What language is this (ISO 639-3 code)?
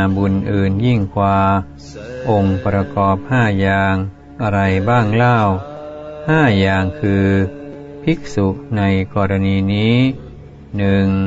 tha